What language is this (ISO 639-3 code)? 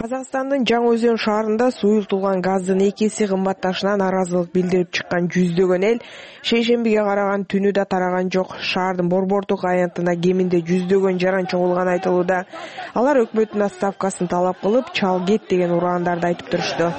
kir